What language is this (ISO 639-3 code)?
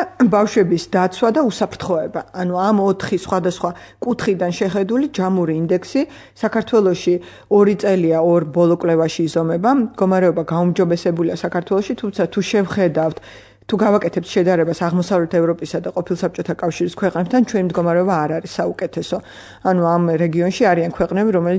kat